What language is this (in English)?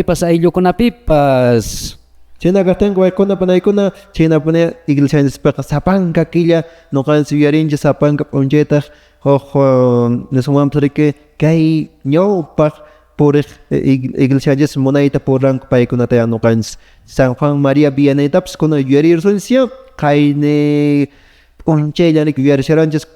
Quechua